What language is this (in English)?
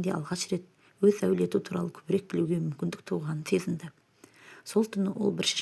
Kazakh